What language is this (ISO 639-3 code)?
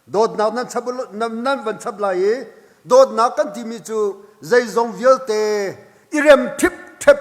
cnh